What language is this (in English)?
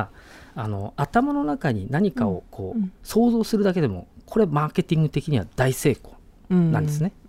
Japanese